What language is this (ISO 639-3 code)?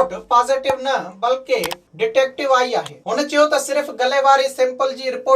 snd